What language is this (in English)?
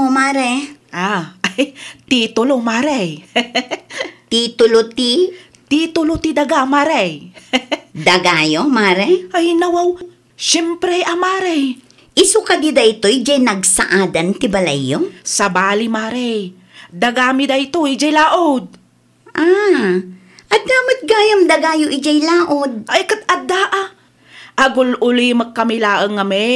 Iloko